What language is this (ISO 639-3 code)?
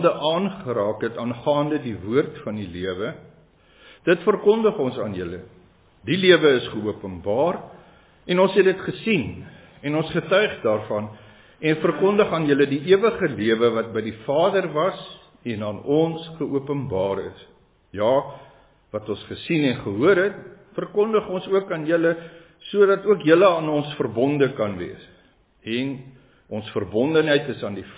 afr